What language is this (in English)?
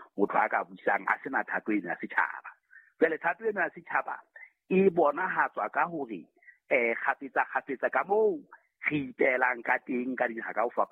Southern Sotho